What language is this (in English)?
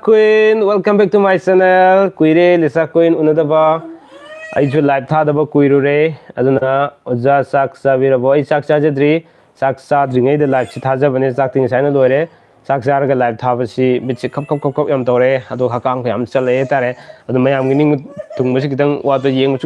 Manipuri